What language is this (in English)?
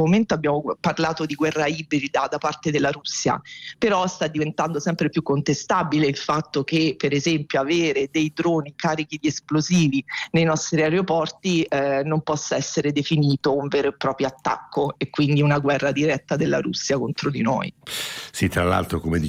Italian